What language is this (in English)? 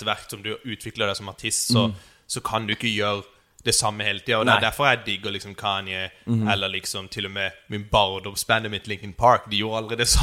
Norwegian